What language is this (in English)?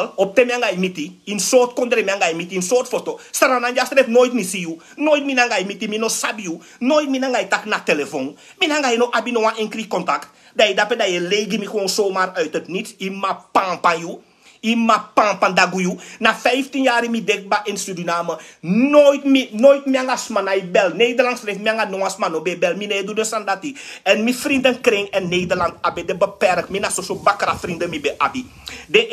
Sranan Tongo